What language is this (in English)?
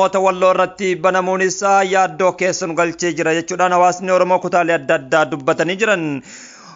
Oromo